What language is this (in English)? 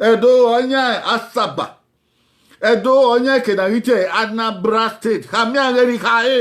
Bini